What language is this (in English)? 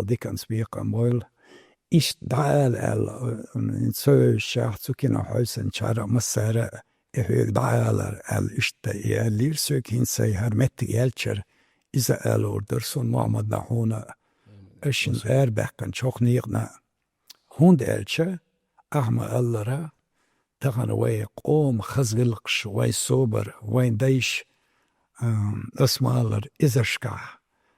Chechen